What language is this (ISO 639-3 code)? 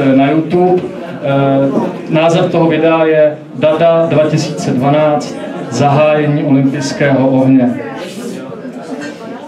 ces